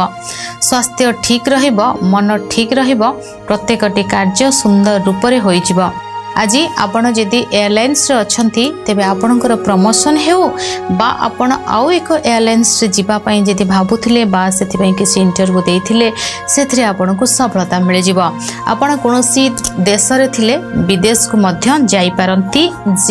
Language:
Odia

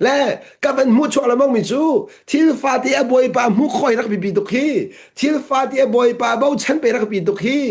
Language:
Hakha Chin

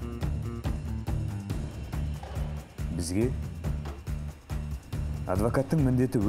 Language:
Kazakh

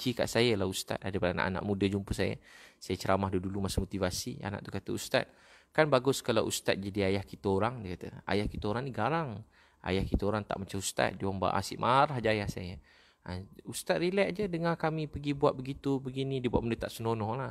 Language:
Malay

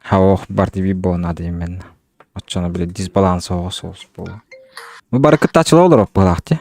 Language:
Yakut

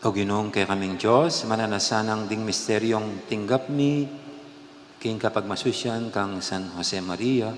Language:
Pampanga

